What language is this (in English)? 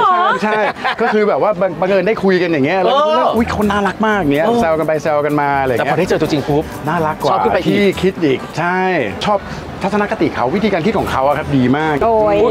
Thai